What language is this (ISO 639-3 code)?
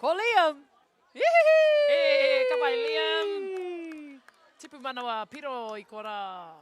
mri